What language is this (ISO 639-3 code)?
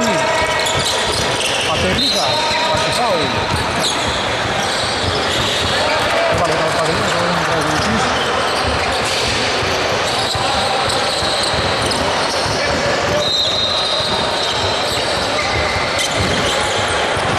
ell